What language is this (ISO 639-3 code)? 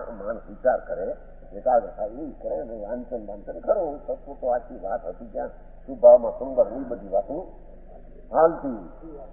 guj